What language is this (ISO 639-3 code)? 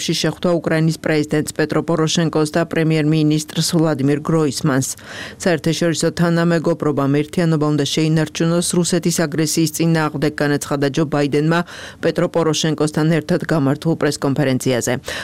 kat